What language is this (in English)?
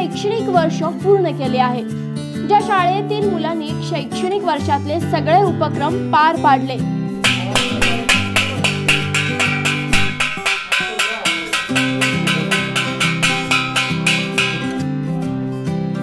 Marathi